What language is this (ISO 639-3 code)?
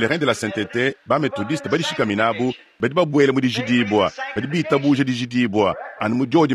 lua